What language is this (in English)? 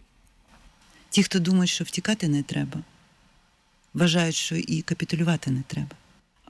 Ukrainian